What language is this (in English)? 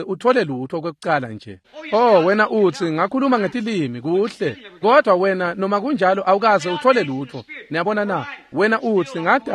Swati